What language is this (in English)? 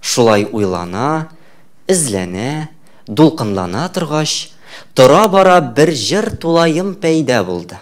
Tatar